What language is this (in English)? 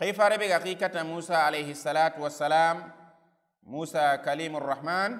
Soninke